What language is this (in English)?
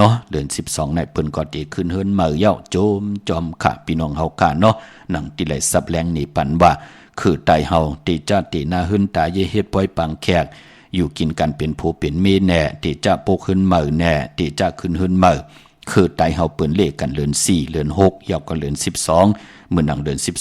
Shan